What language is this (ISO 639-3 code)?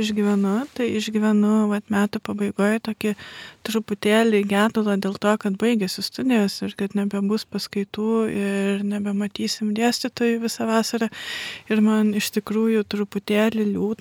lit